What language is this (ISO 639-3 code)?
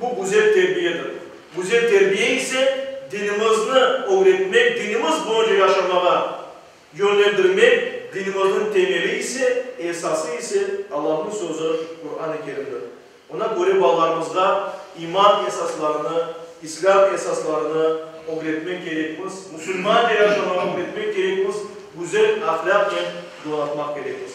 crh